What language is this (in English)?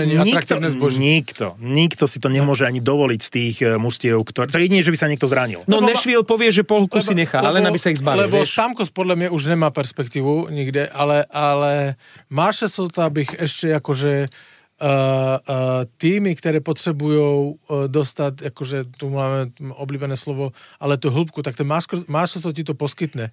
Slovak